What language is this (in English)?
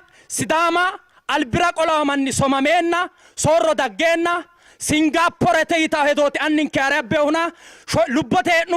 Sidamo